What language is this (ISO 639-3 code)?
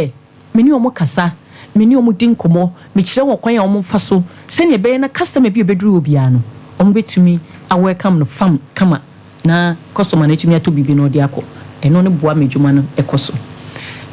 aka